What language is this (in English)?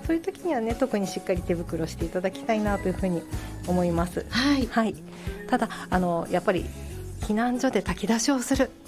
Japanese